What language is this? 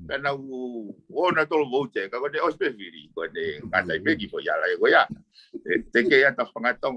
Tongan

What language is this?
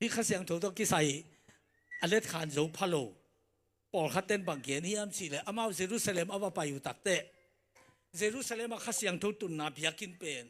Tedim Chin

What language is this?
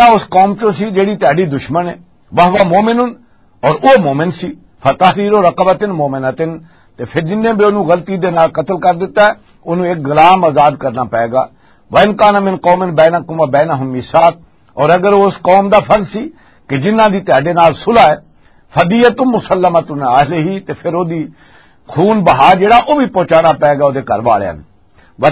Western Panjabi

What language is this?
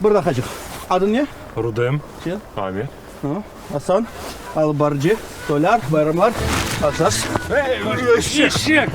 Crimean Tatar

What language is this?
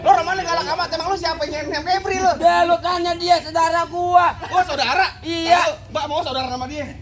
Betawi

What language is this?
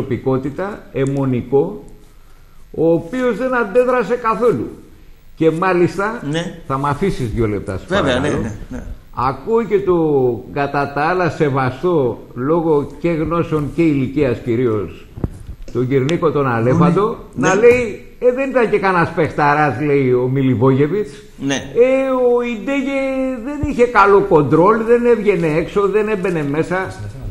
Greek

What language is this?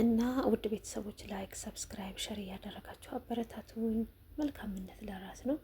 Amharic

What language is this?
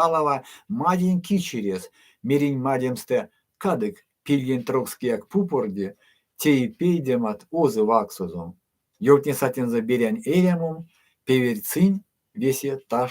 Erzya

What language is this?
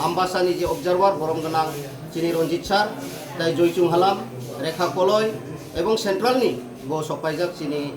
Kok Borok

